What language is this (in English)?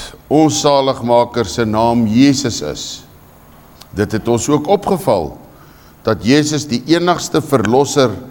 Afrikaans